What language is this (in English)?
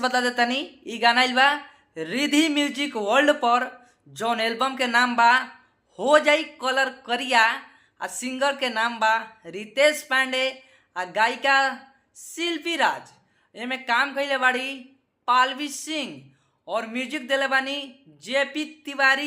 Bhojpuri